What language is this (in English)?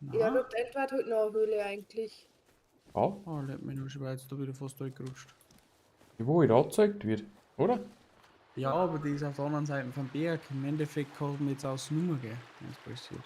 Bavarian